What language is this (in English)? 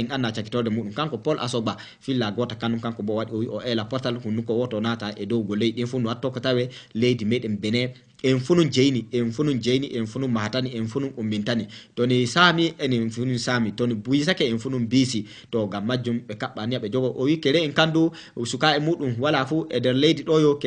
Fula